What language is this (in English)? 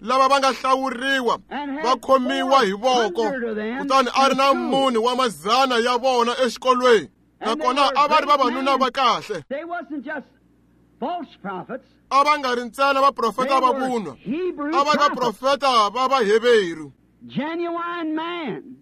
Tsonga